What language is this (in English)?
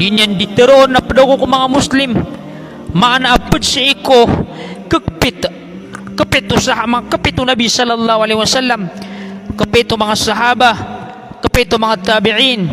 Maranao